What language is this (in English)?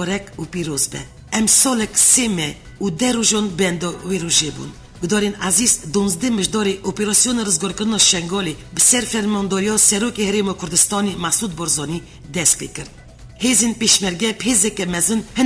Kurdish